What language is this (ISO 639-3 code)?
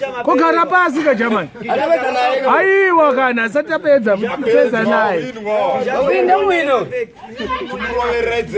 sna